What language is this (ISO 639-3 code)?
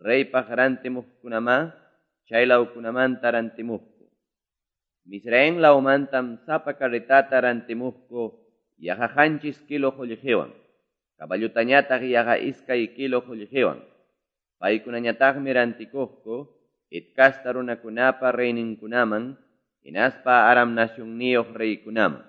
que